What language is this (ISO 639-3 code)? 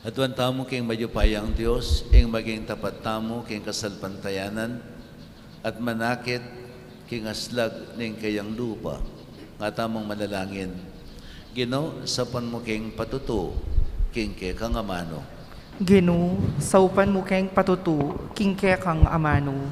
pam